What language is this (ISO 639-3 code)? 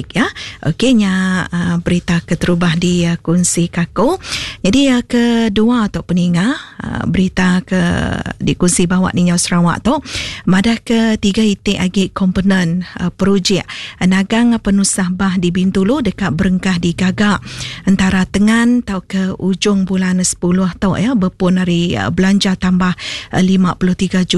iba